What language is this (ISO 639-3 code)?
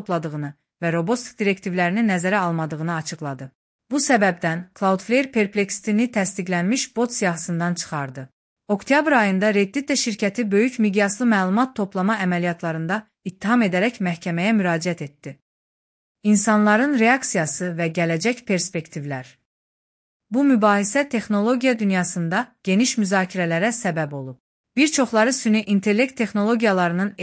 aze